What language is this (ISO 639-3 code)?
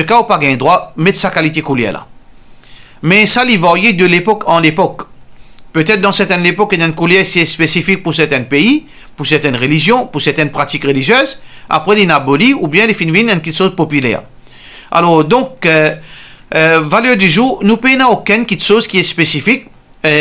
mfe